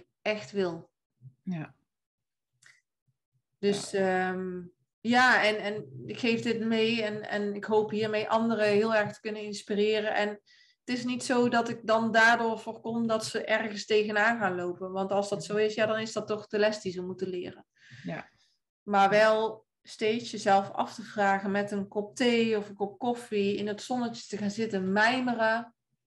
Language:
Dutch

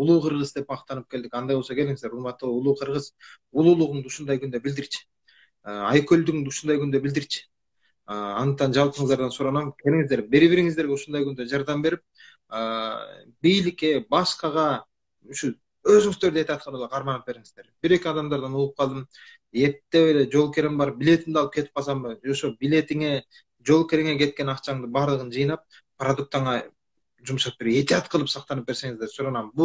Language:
Kyrgyz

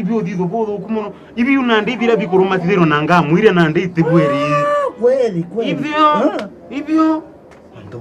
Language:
Meru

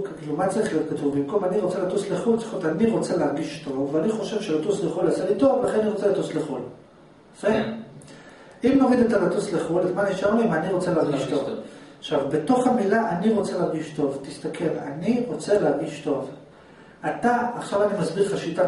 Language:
Hebrew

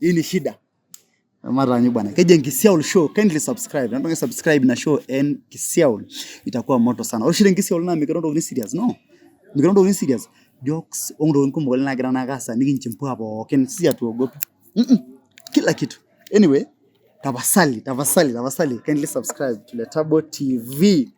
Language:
Masai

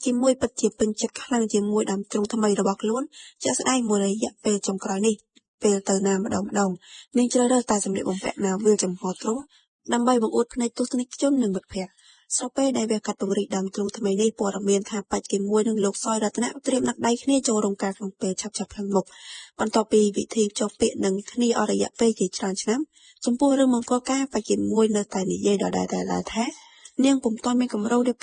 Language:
Khmer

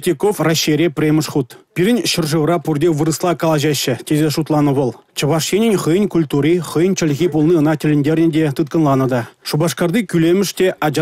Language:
Chuvash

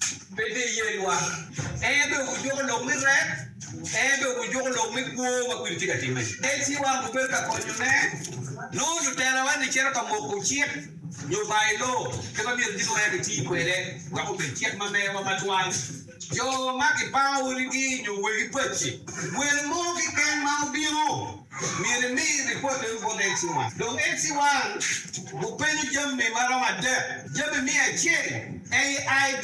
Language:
Acoli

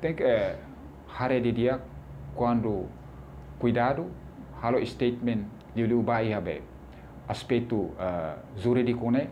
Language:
Tetum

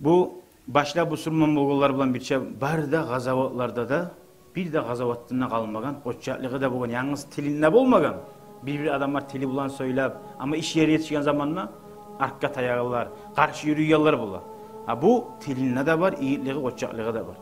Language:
Kumyk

